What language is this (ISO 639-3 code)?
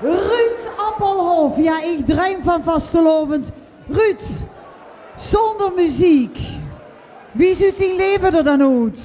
lim